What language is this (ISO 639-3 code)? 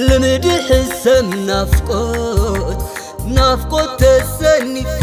tir